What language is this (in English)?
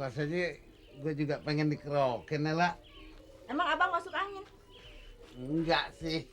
Betawi